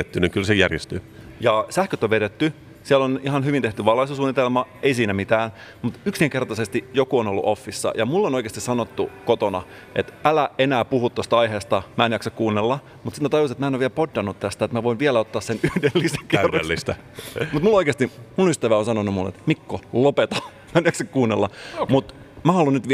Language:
Finnish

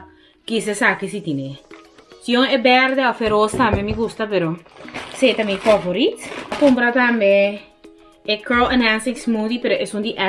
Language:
Papiamento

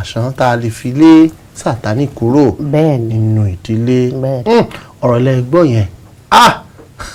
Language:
Yoruba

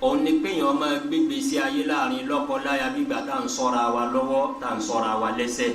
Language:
Yoruba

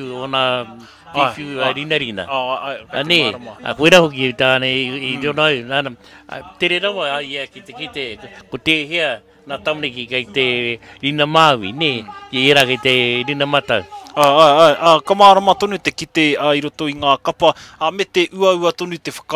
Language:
Māori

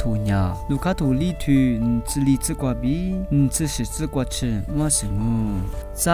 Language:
Lisu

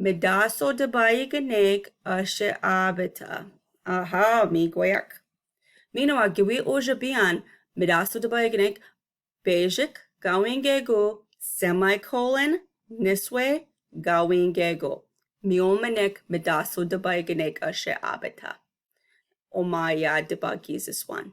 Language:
Chippewa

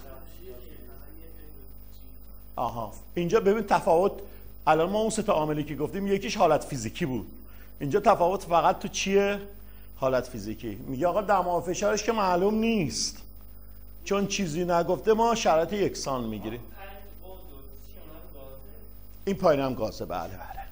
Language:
Persian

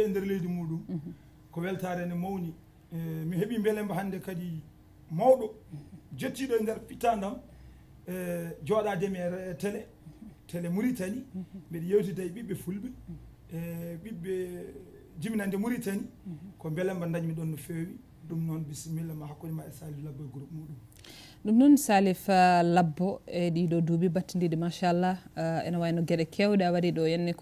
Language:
Fula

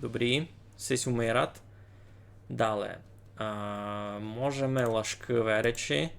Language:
Rusyn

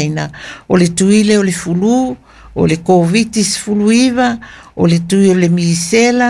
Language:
Samoan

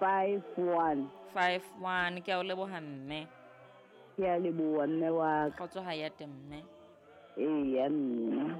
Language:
Southern Sotho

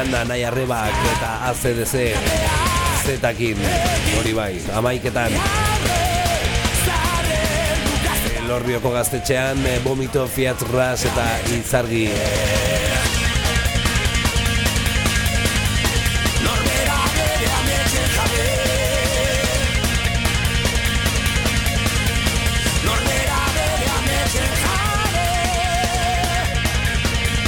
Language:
Basque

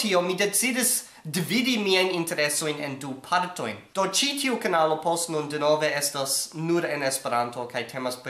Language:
Esperanto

